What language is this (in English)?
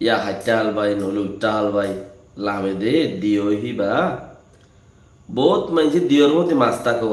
Rohingya